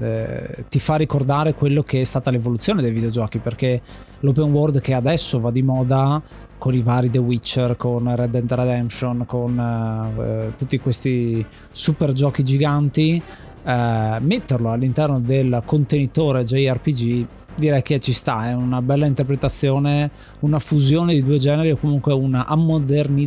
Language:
Italian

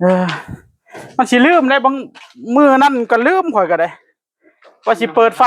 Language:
Northeastern Thai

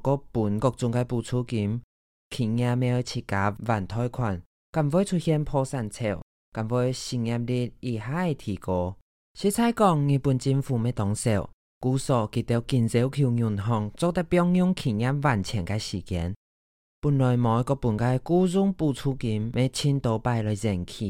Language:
Hakka Chinese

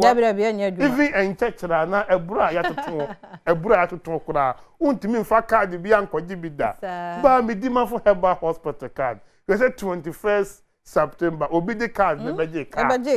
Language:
Akan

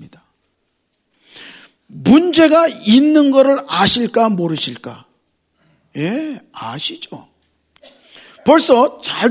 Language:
Korean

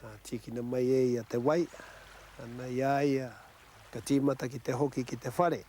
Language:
Māori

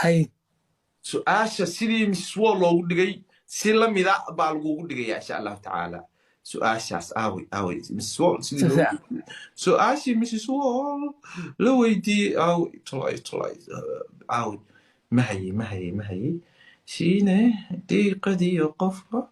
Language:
Somali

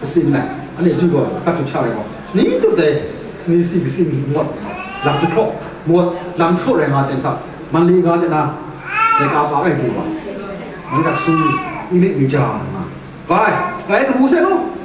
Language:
Kachin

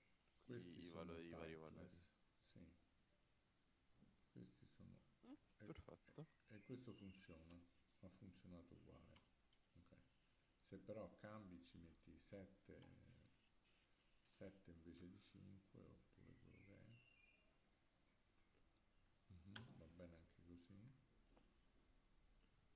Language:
Italian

